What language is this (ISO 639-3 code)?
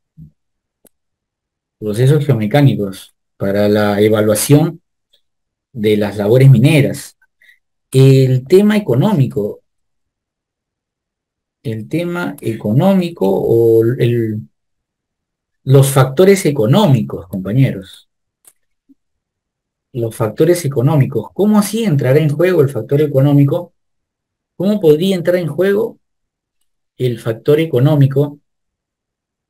spa